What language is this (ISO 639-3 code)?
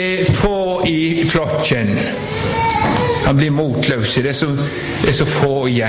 nor